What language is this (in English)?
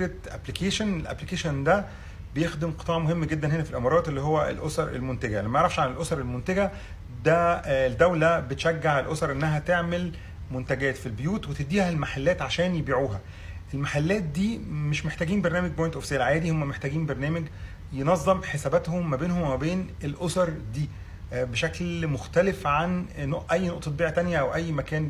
Egyptian Arabic